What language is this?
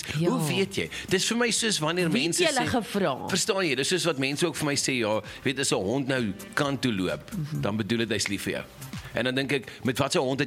Afrikaans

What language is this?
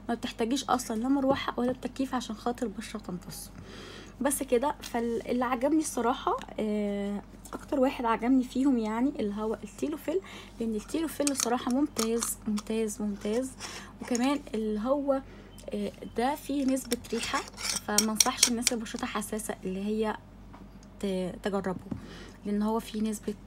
Egyptian Arabic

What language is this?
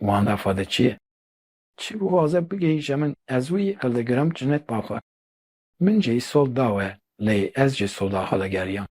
Kurdish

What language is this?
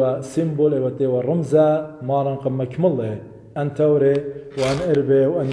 Assyrian Neo-Aramaic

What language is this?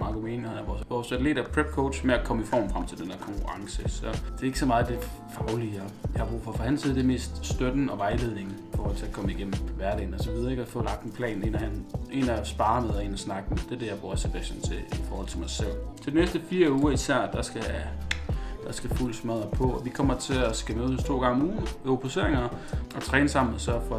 Danish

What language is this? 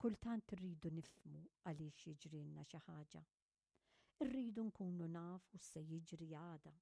Maltese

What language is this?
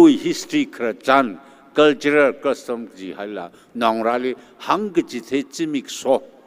Tangkhul Naga (India)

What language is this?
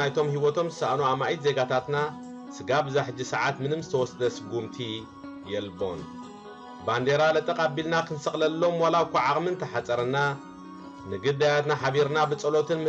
Tigrinya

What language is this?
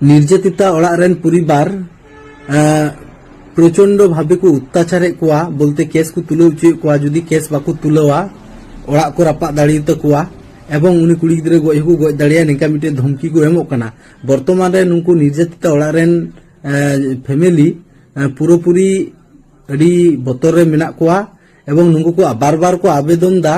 Santali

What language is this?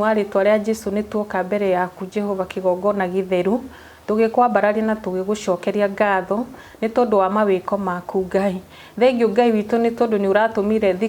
Kikuyu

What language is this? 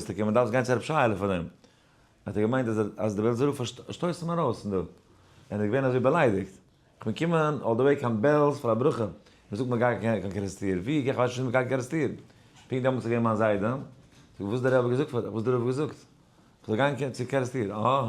Yiddish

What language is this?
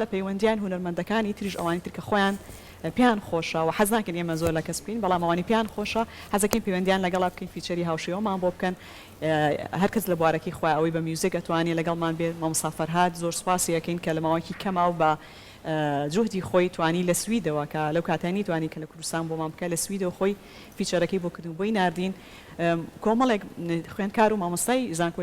Central Kurdish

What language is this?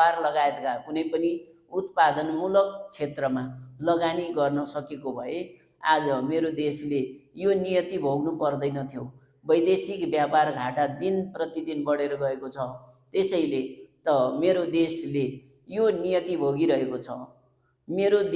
Nepali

